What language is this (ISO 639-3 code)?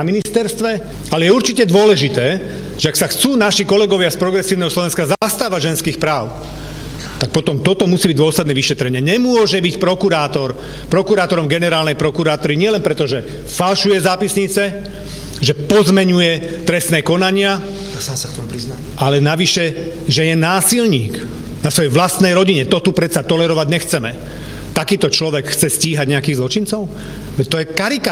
slk